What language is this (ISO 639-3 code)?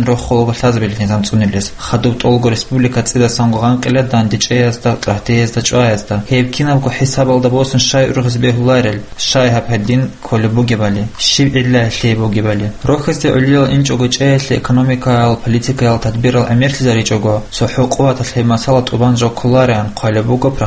ava